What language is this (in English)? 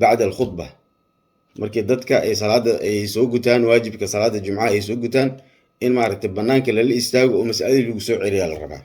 Somali